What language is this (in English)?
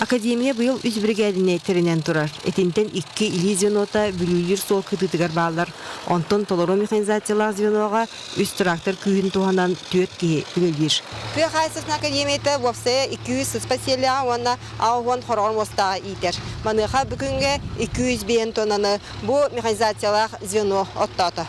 Yakut